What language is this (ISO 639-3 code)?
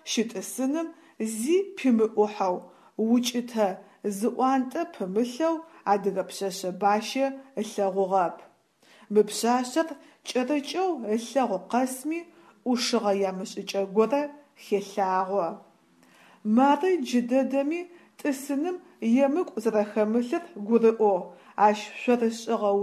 ady